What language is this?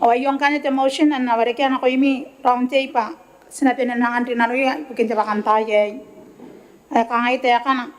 Gilbertese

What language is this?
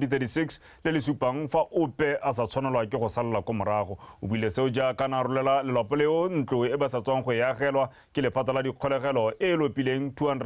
Tswana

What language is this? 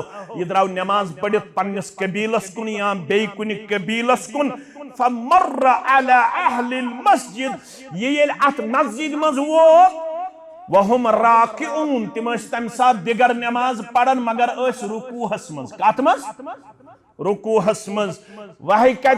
Kashmiri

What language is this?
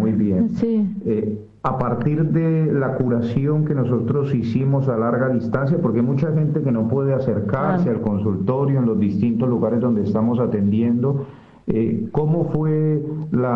Spanish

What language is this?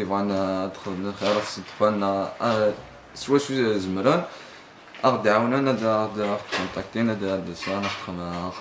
Kabyle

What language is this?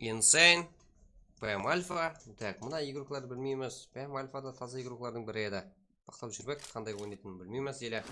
Kara-Kalpak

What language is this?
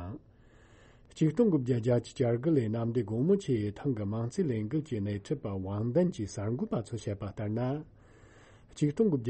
Tibetan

